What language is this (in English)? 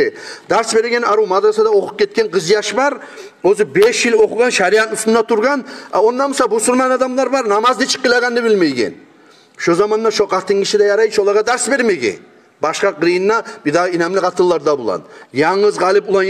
Kumyk